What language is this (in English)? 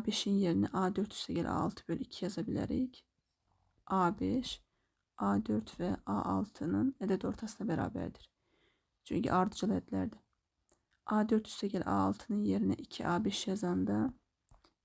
Azerbaijani